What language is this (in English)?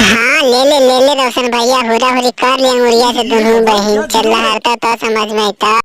Magahi